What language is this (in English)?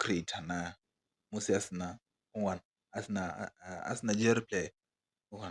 Venda